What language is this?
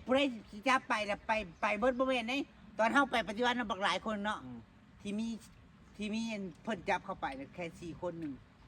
Northeastern Thai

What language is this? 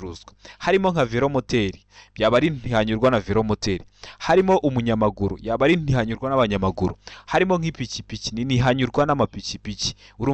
Kinyarwanda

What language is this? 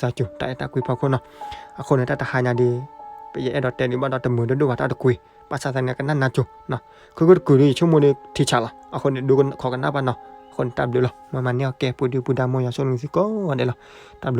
S'gaw Karen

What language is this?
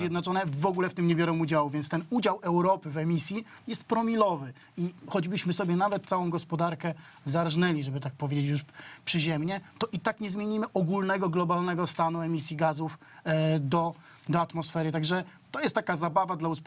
Polish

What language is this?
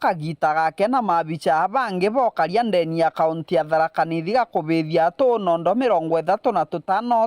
Meru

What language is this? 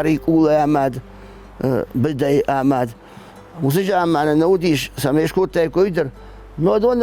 Ossetic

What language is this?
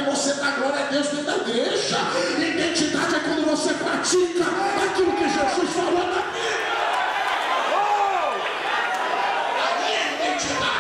Portuguese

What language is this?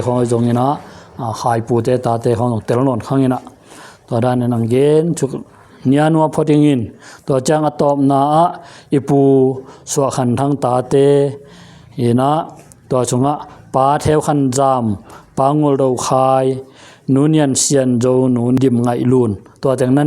Tedim Chin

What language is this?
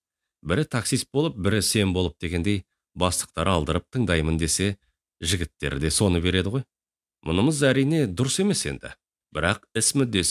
Kazakh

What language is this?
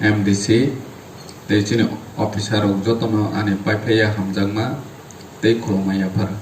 Kok Borok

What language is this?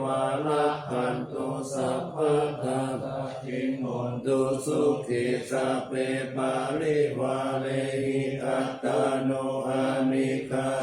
Pali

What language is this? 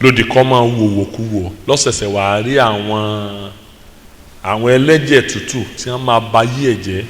Yoruba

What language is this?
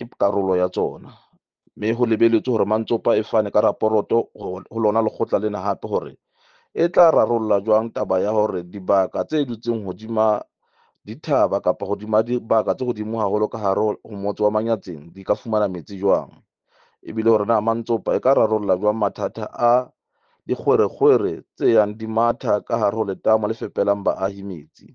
Southern Sotho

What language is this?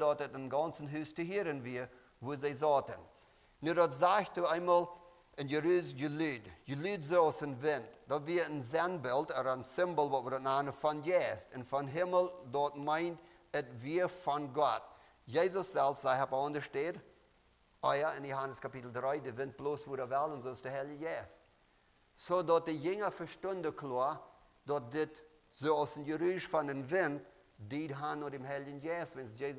Plautdietsch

